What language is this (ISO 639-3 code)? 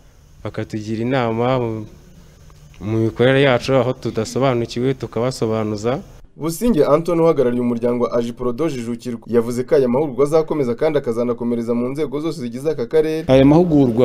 kin